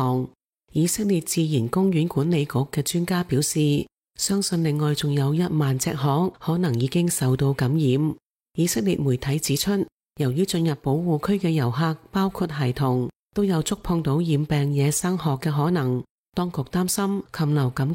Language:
Cantonese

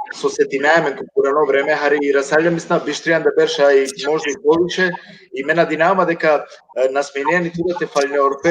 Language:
Balkan Romani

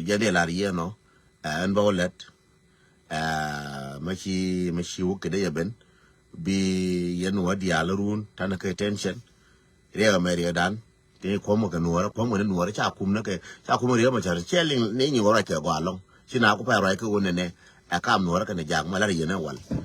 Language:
Nuer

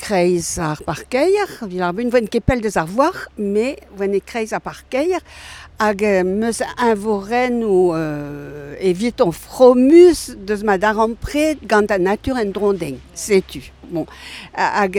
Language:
Breton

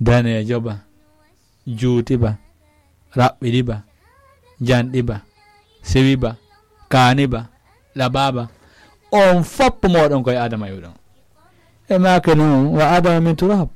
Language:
Fula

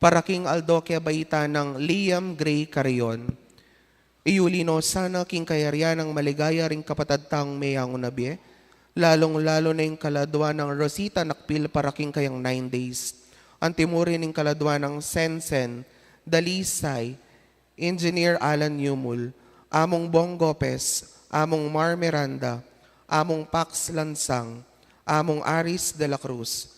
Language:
Pampanga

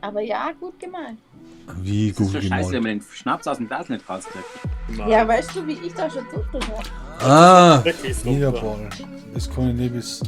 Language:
Bavarian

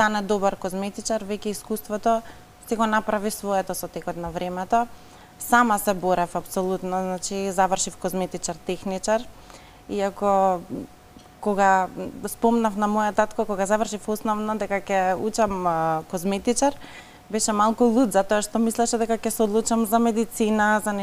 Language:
Macedonian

